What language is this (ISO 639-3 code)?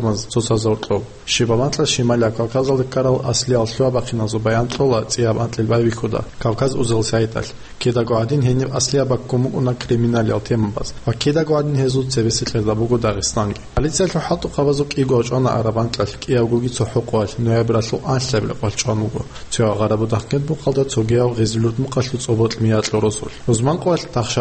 ava